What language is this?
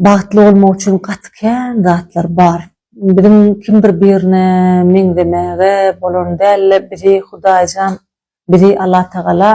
Turkmen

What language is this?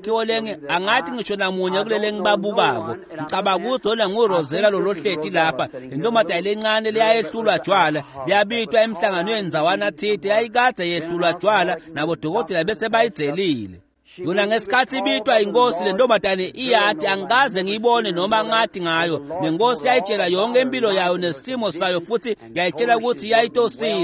Swati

